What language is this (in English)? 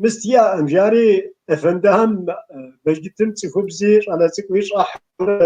Kabardian